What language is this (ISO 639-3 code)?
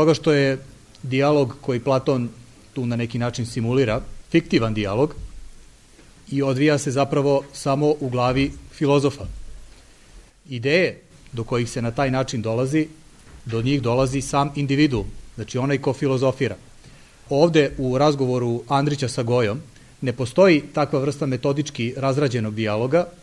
srp